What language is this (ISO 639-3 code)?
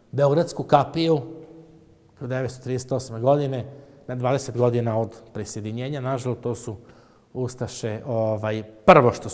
srp